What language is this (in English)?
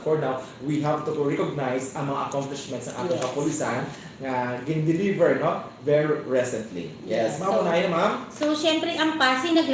Hiligaynon